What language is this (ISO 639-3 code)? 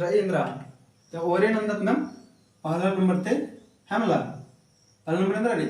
kru